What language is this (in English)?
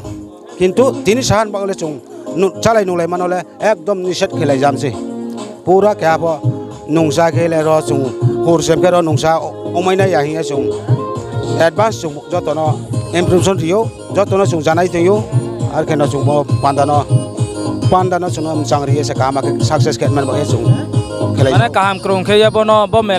Riang (India)